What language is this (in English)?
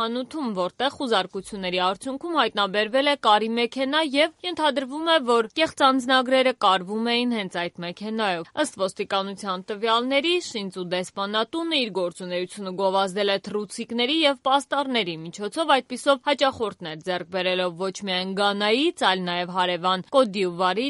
Armenian